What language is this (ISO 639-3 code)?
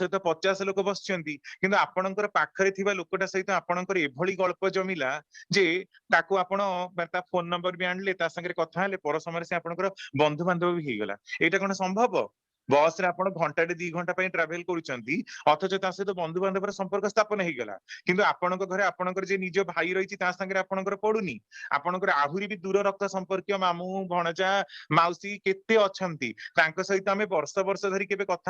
ori